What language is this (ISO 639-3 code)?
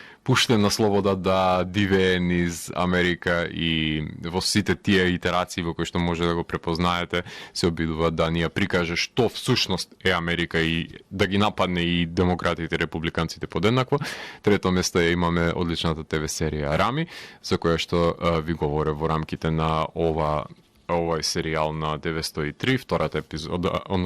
mkd